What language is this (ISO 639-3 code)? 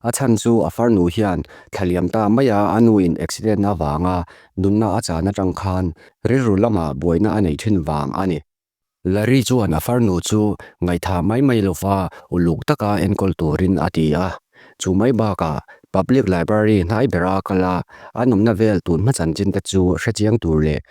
lus